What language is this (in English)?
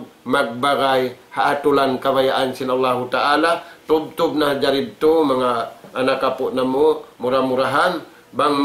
Tausug